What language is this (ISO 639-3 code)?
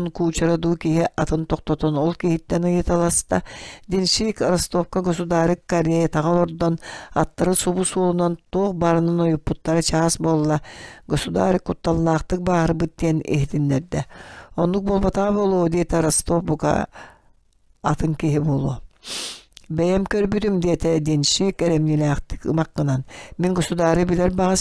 sah